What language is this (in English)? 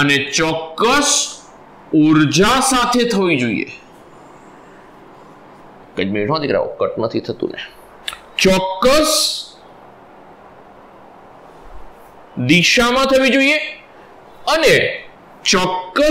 Gujarati